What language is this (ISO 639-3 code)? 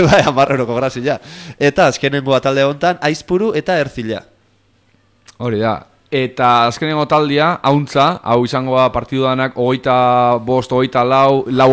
eus